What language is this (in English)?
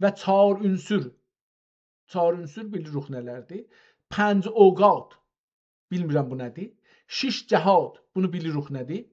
South Azerbaijani